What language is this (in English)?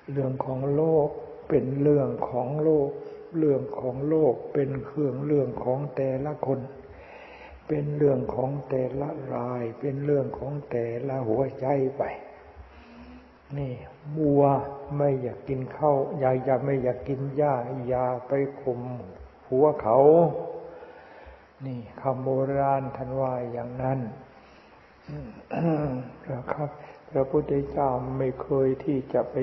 Thai